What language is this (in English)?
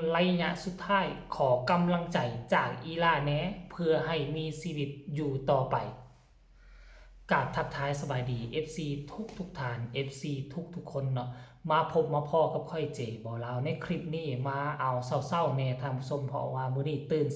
Lao